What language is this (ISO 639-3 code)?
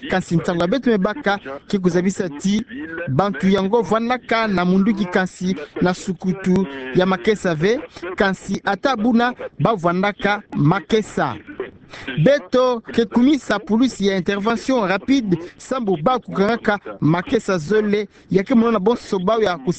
ktu